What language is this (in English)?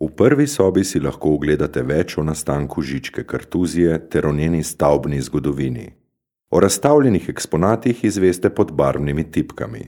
Slovenian